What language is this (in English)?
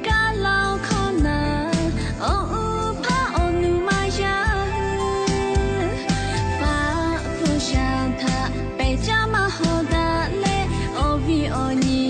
Lahu